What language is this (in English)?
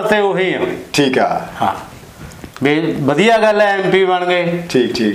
Punjabi